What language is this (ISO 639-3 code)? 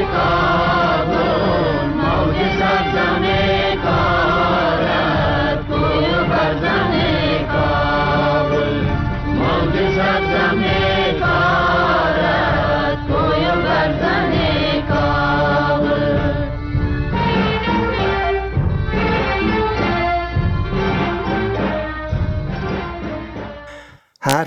fas